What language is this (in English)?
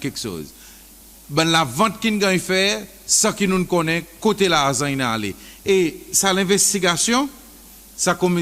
Seselwa Creole French